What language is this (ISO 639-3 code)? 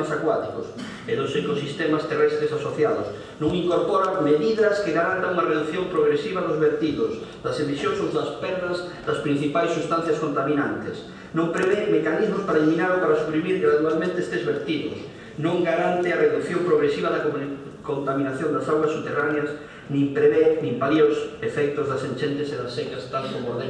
glg